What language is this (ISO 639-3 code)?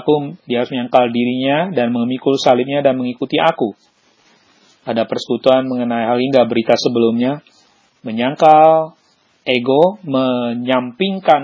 ind